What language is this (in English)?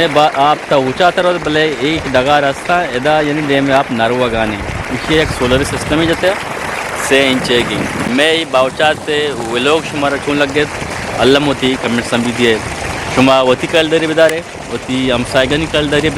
Eastern Balochi